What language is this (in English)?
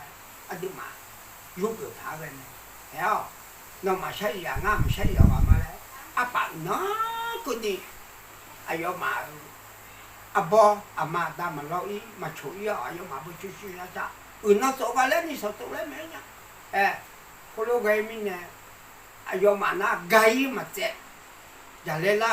Akha